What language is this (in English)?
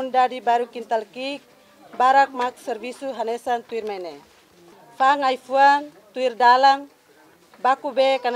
Tetum